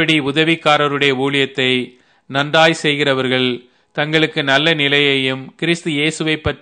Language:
Tamil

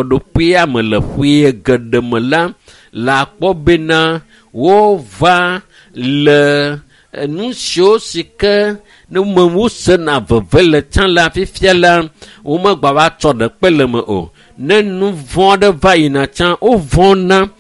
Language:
Ewe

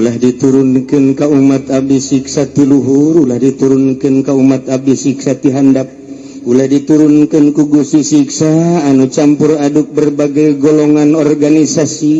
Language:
Sundanese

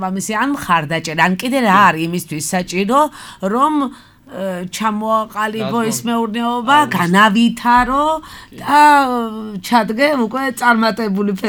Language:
Georgian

